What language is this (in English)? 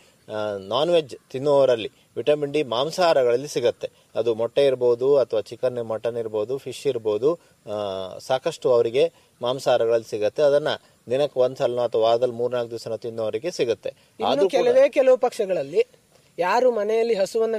Kannada